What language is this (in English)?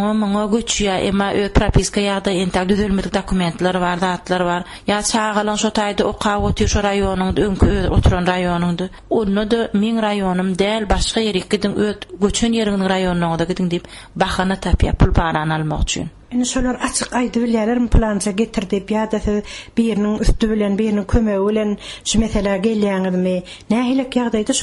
Turkmen